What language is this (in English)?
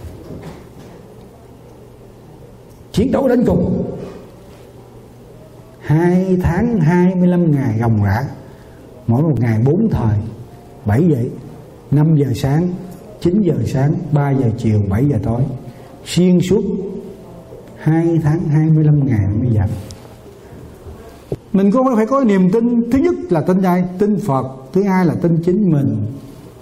Vietnamese